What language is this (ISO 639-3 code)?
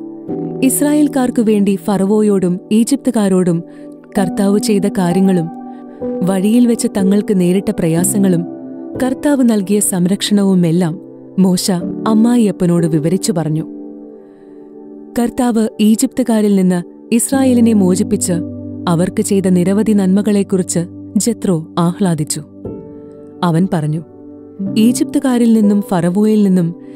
mal